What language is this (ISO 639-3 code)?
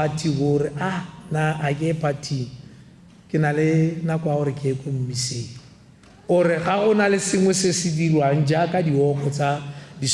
tsn